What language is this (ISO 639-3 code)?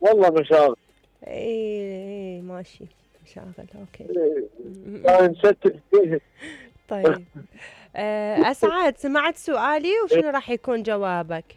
acm